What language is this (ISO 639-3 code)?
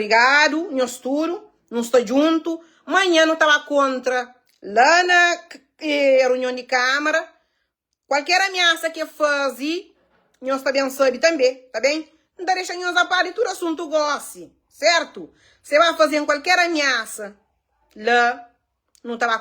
kea